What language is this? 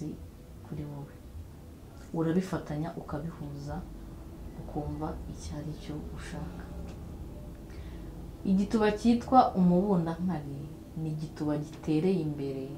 Kinyarwanda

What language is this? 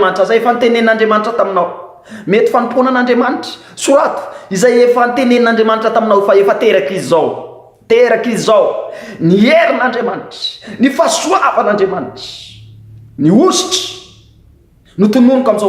Malagasy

